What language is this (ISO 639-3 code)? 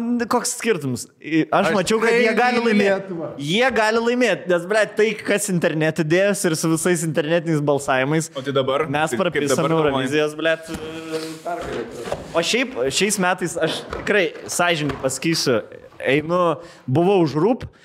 lit